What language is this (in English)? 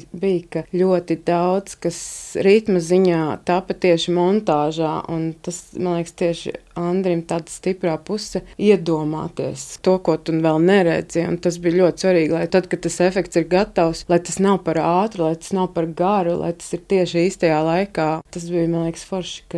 Latvian